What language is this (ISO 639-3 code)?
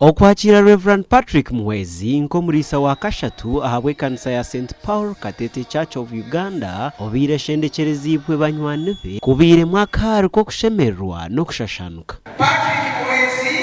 nyn